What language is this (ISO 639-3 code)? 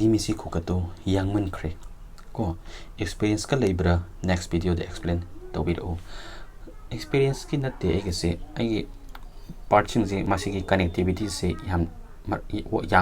mni